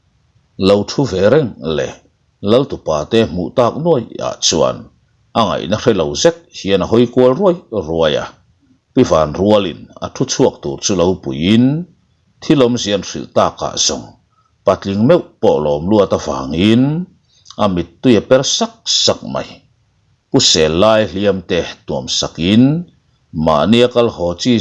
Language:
Mizo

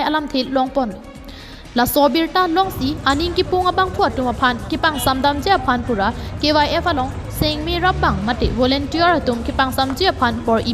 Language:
Karbi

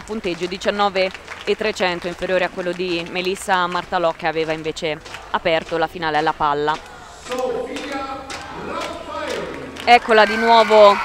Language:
Italian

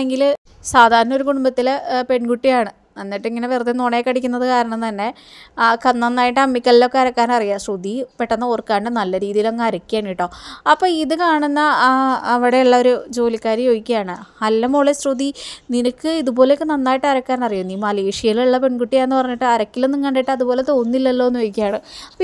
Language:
Malayalam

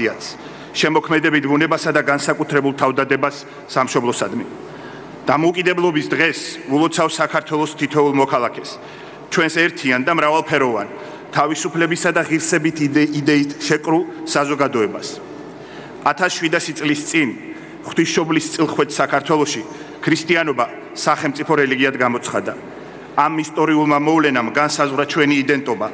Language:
Georgian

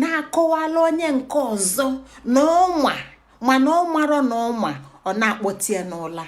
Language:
Igbo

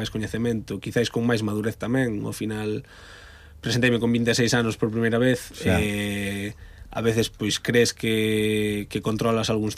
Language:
Galician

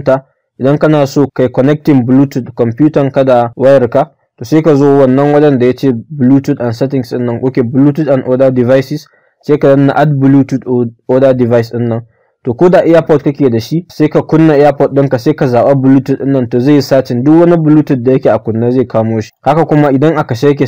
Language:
Hausa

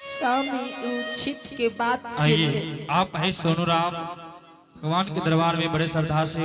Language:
Angika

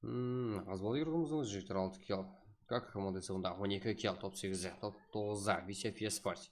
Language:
Kara-Kalpak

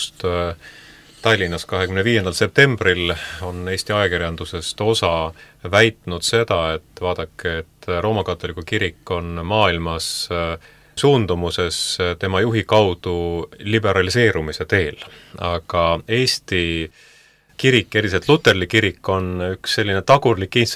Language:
Estonian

